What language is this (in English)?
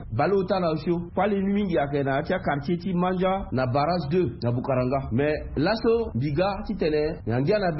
Sango